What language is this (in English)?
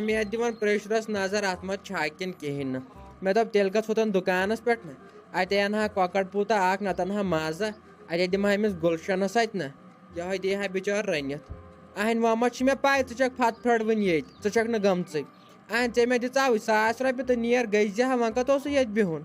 Kashmiri